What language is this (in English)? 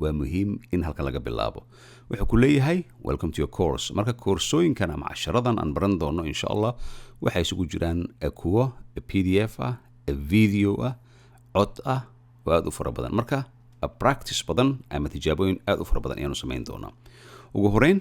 Somali